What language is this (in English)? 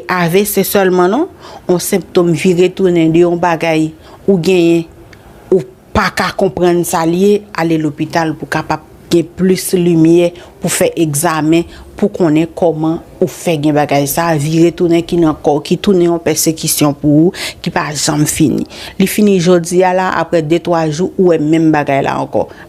Haitian Creole